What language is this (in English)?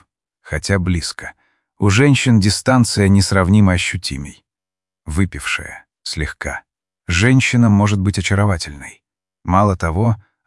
Russian